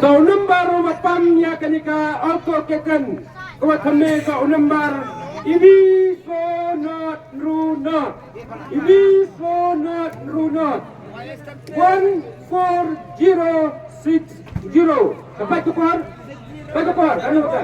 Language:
Khasi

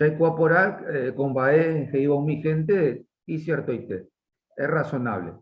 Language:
Guarani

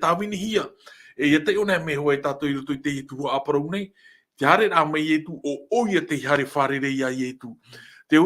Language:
Tahitian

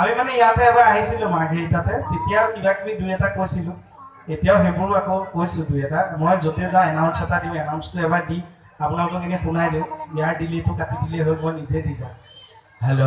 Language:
Assamese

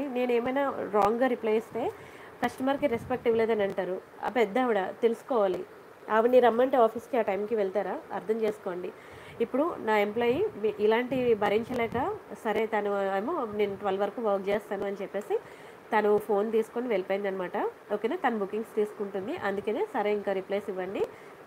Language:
Telugu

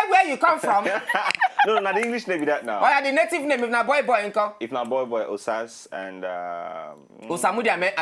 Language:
Nigerian Pidgin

